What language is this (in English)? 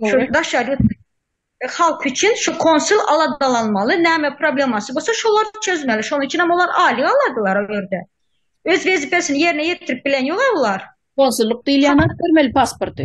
Turkmen